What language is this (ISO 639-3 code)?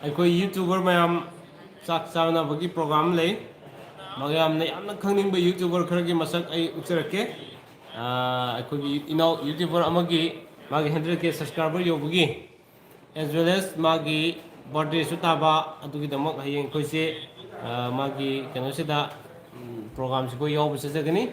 mni